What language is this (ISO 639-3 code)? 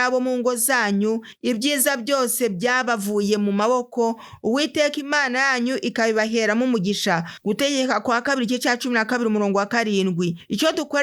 kin